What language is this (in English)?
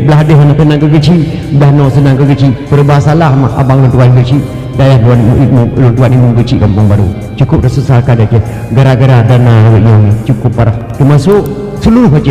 Achinese